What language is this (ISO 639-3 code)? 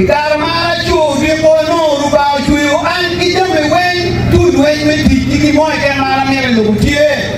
ach